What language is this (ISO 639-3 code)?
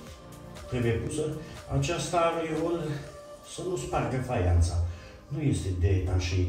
ron